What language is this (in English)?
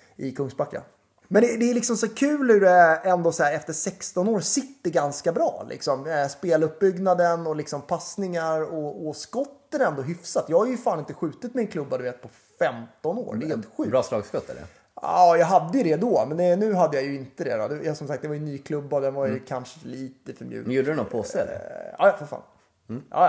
Swedish